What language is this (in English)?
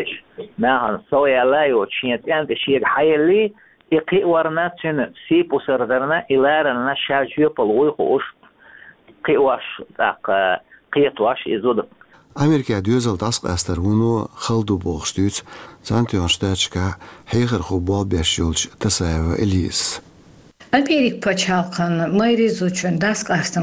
Chechen